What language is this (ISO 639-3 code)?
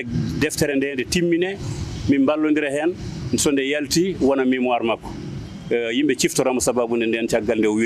ful